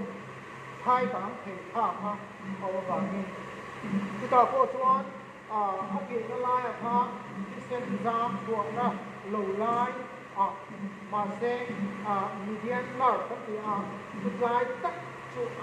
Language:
Mizo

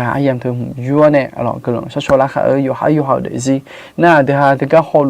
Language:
Akha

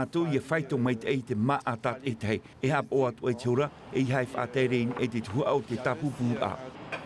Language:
Tahitian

